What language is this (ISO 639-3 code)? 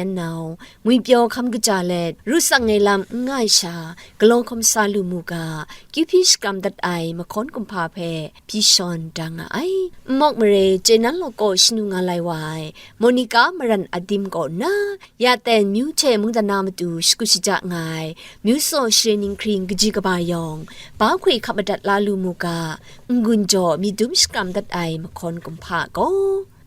kac